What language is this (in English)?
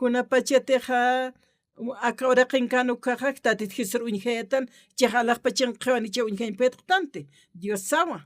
Aymara